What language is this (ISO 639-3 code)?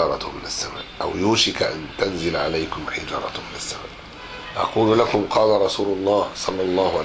ara